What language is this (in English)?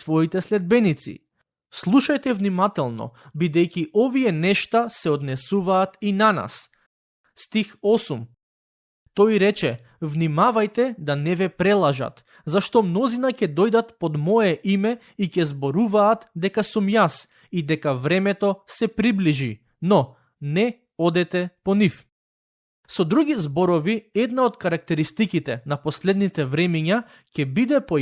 Macedonian